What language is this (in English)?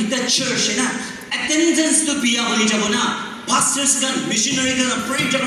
Naga Pidgin